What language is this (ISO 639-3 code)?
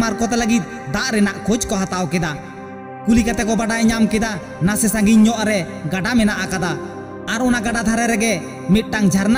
sat